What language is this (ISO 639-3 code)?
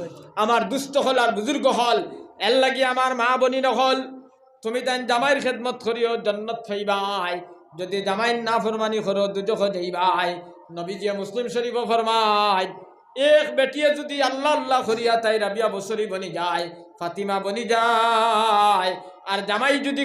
syl